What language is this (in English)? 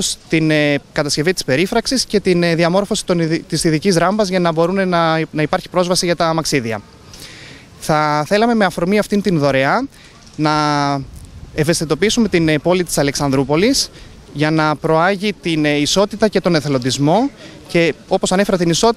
Greek